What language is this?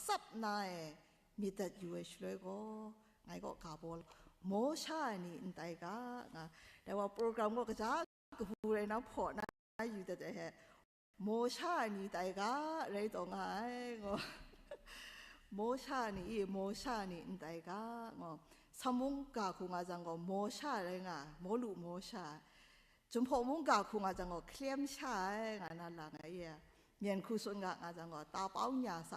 Kachin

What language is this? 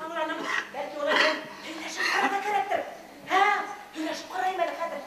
Bashkir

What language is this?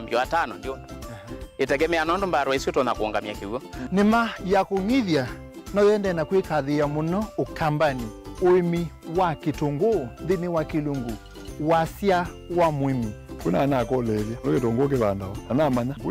Kamba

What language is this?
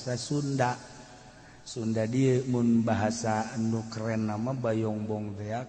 Sundanese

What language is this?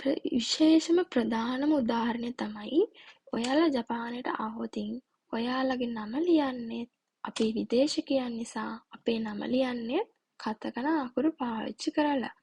Sinhala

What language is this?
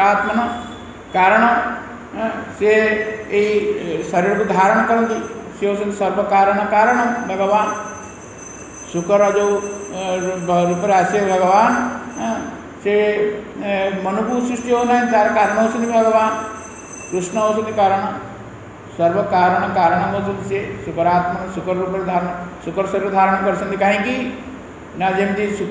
Odia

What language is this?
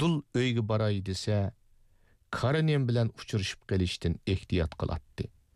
Uyghur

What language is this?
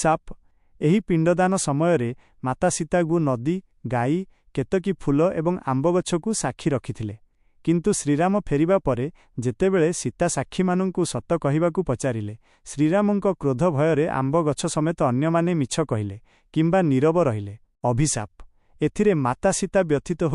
Odia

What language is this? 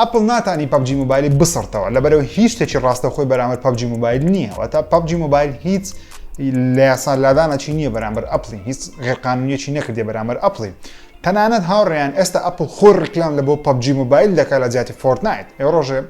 Central Kurdish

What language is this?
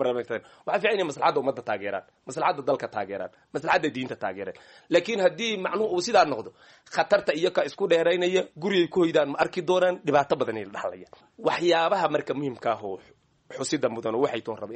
Somali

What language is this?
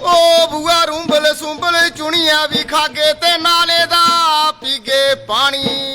Dogri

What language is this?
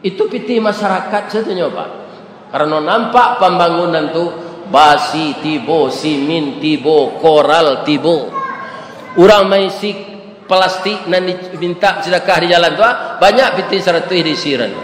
Minangkabau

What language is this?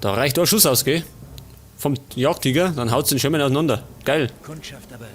Bavarian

